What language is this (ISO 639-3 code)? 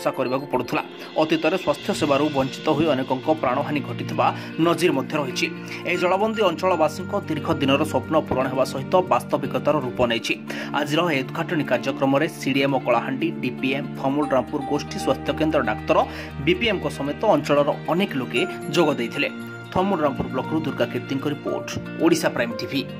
ori